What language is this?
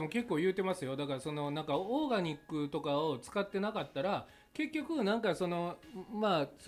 Japanese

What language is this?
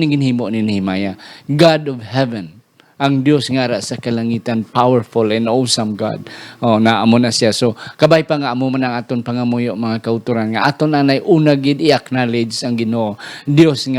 Hiligaynon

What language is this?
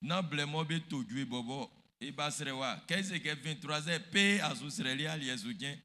Baoulé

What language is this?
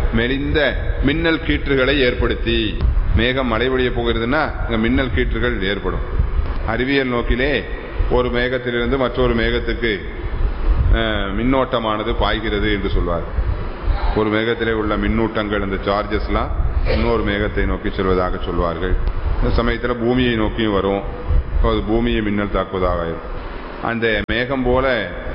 Tamil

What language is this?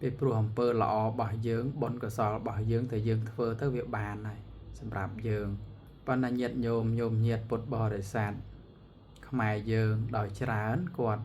Khmer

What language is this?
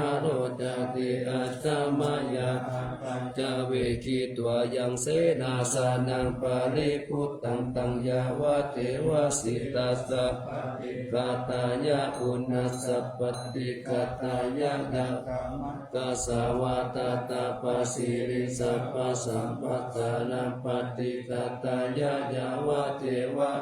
Pali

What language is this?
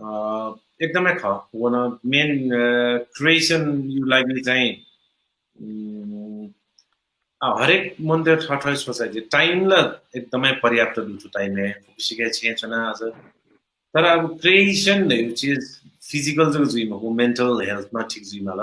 Newari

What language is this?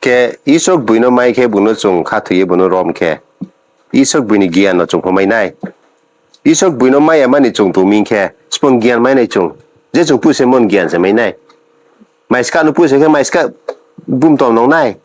Riang (India)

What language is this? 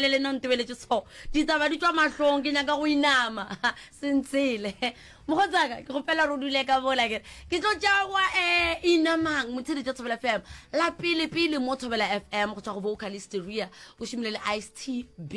Northern Sotho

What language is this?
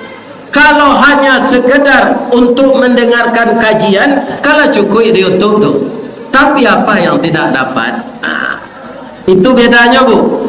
Minangkabau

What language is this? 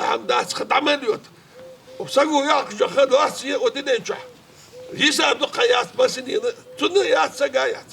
Ingush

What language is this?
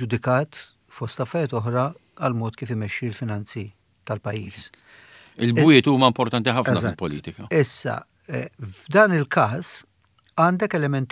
Maltese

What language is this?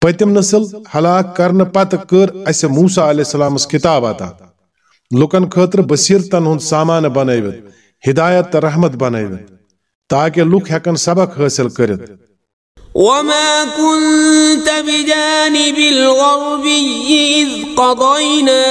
Kashmiri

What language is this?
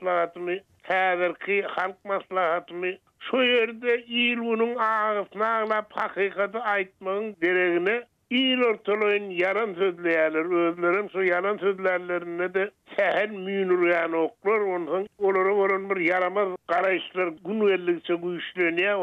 Turkmen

